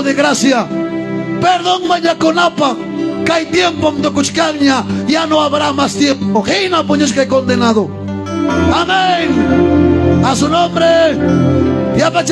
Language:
Ayacucho Quechua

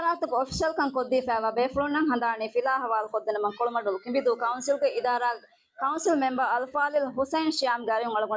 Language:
Divehi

